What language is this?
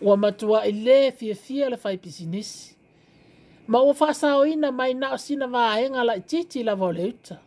Samoan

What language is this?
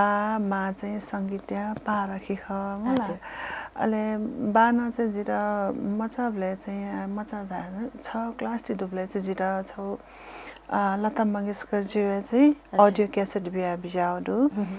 Newari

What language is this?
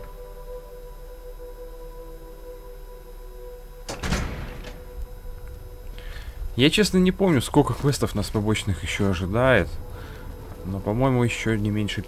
Russian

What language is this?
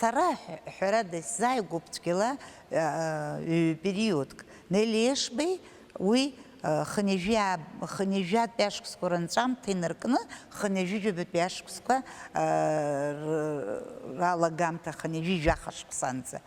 Abkhazian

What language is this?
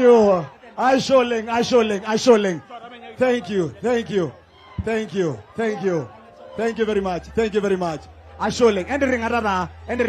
Masai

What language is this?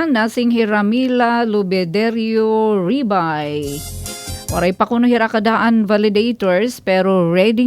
Waray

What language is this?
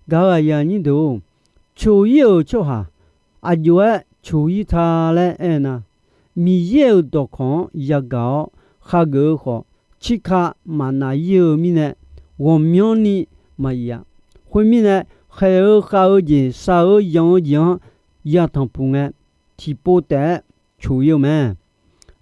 Akha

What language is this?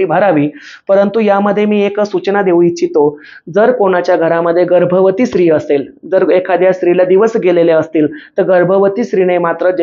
Marathi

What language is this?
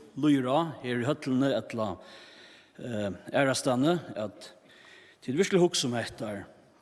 Faroese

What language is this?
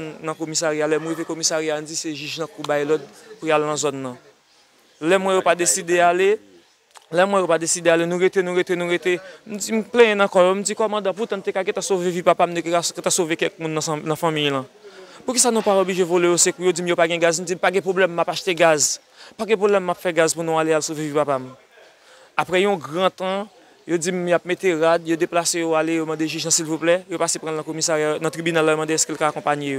Haitian Creole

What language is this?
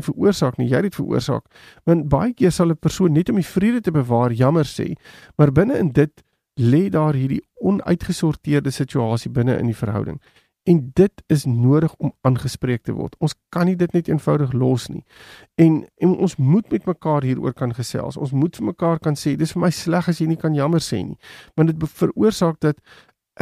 Afrikaans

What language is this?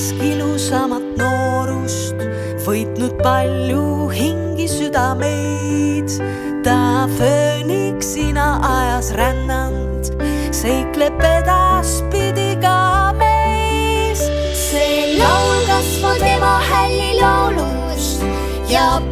Estonian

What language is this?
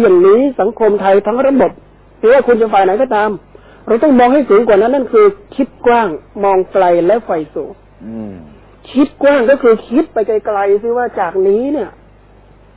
Thai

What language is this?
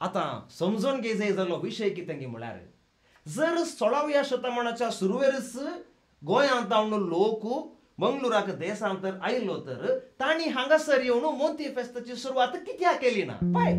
Konkani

